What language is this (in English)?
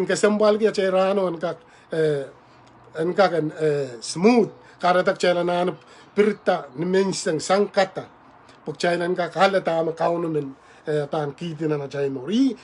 Pohnpeian